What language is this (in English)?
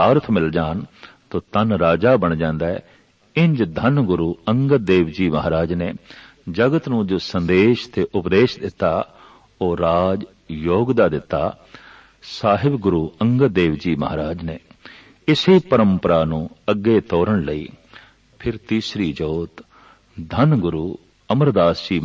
Punjabi